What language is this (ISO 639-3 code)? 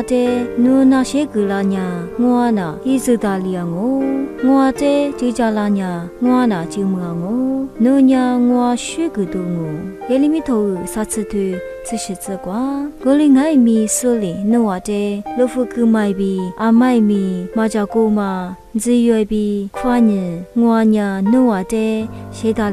lis